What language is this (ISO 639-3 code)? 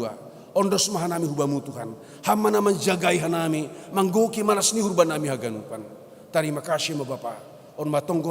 bts